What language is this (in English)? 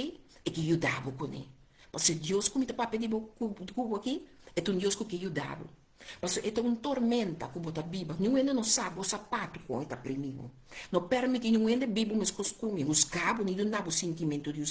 Papiamento